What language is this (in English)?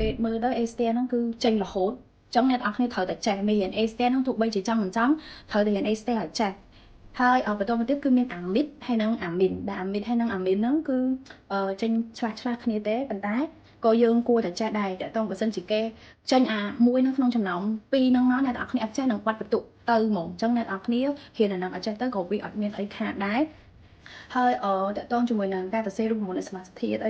Khmer